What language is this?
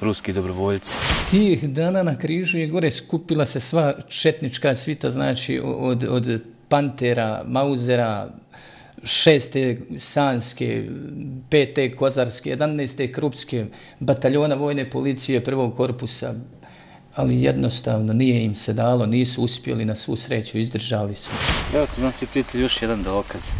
Bosnian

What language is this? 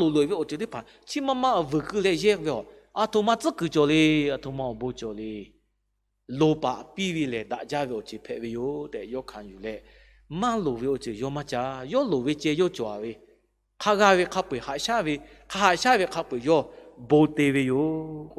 Lahu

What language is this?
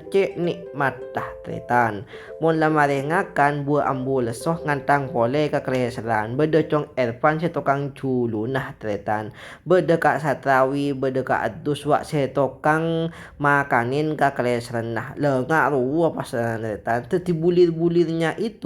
Madurese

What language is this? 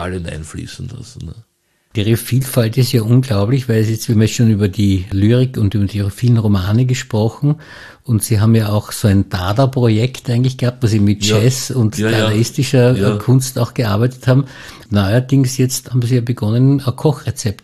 German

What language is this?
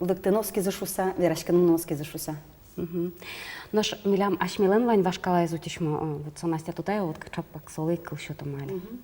Udmurt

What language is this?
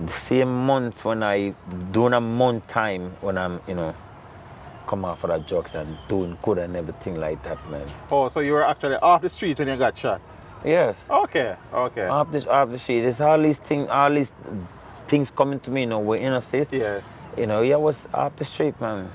Jamaican Creole English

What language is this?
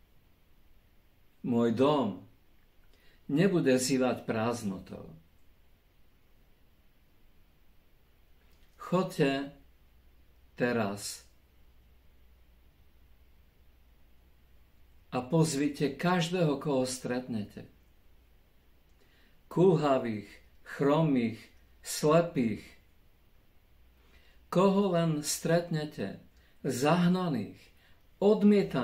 Slovak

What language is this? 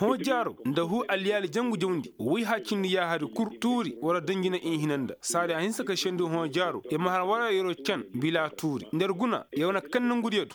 Koyraboro Senni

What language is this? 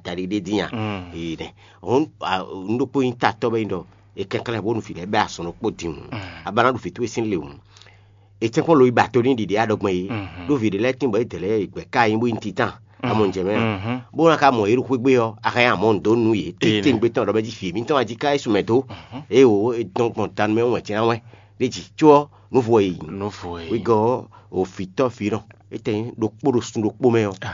Fon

